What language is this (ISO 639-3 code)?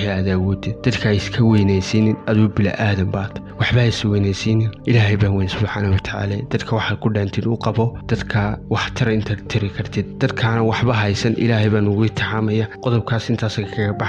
som